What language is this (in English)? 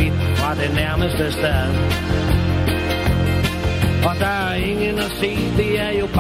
Danish